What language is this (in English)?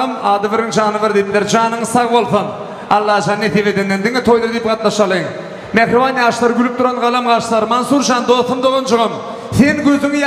Turkmen